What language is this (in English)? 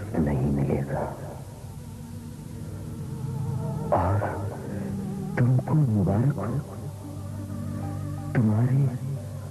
Urdu